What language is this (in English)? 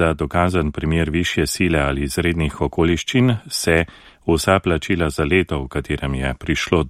Slovenian